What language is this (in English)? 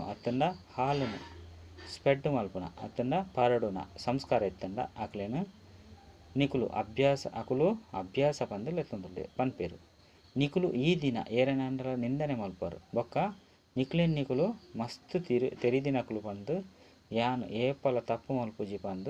Tulu